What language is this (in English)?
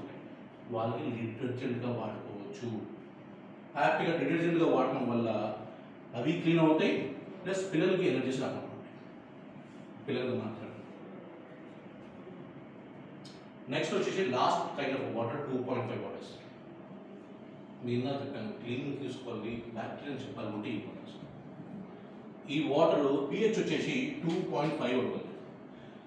Telugu